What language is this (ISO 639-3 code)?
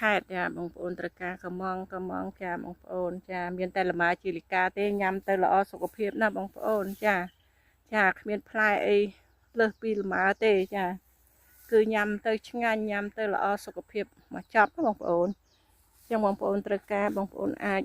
khm